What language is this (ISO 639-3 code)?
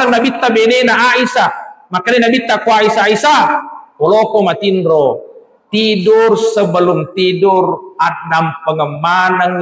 bug